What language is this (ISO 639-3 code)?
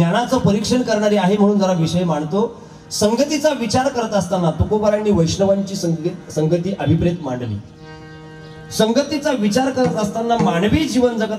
mar